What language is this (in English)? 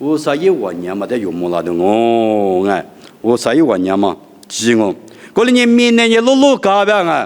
Lisu